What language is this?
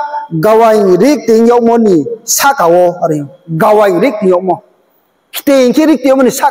Riang (India)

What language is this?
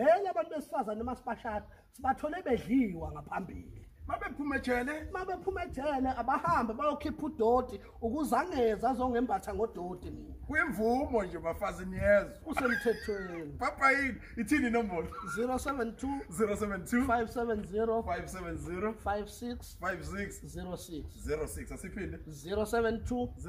Zulu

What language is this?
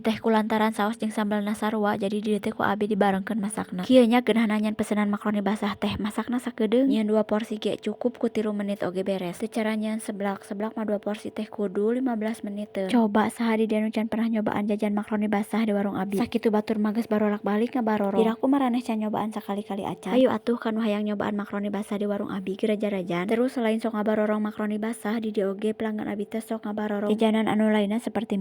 Sundanese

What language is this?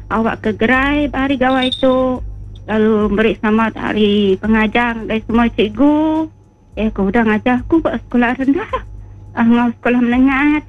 Iban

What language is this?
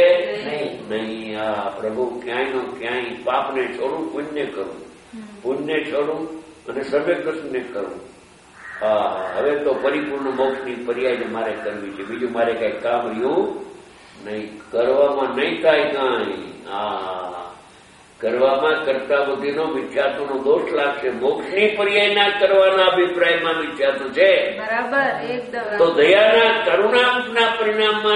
Gujarati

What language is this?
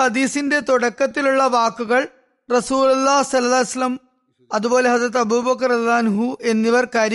Malayalam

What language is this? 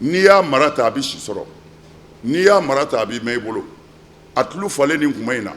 Bambara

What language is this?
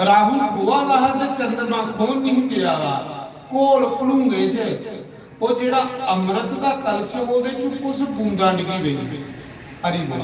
Dogri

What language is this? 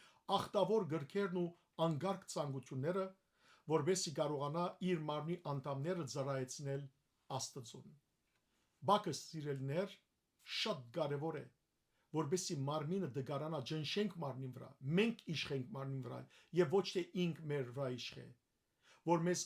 Western Armenian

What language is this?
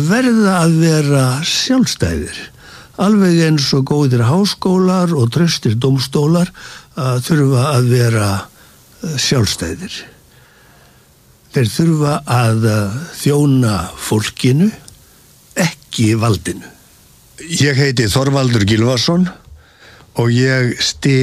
Icelandic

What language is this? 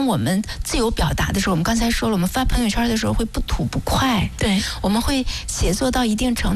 Chinese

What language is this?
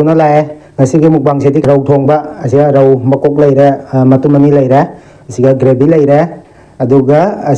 Manipuri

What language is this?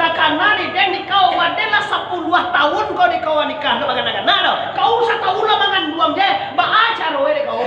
Minangkabau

